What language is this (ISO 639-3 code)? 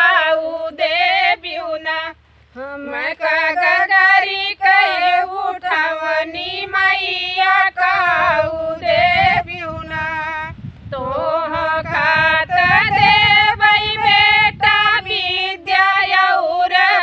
bho